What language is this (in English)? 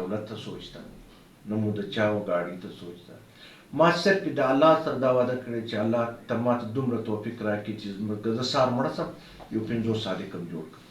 Pashto